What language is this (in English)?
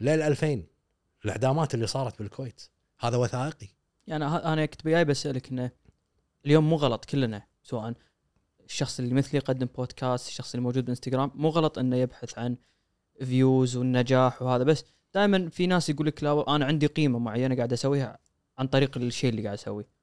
Gulf Arabic